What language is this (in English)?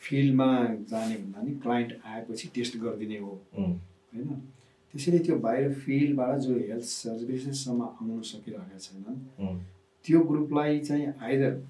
Nepali